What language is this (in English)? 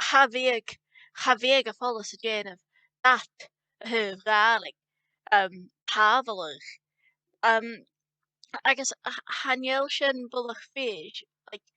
Scottish Gaelic